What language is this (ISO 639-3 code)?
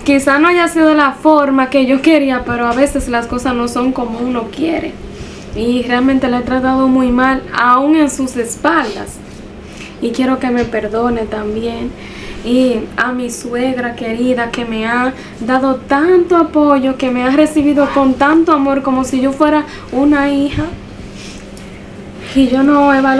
spa